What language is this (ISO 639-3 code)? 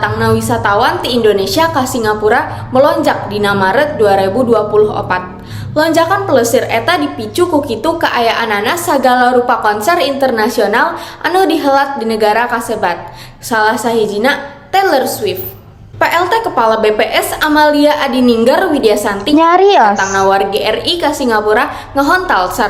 sun